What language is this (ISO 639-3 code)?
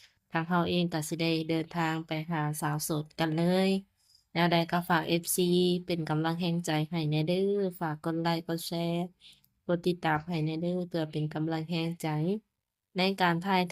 lao